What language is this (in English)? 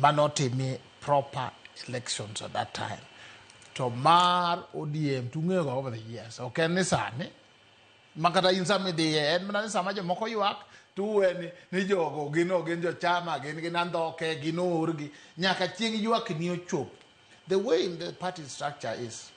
Luo (Kenya and Tanzania)